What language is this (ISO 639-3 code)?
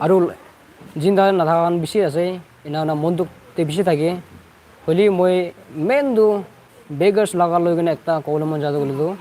nag